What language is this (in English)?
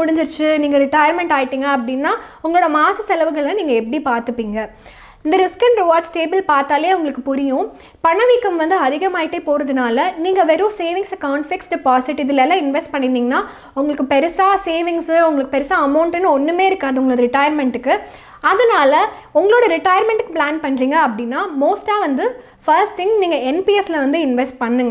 Tamil